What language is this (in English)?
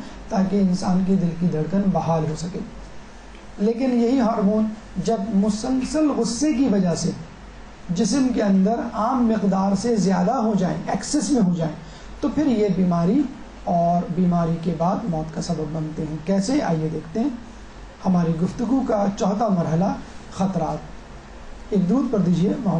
Urdu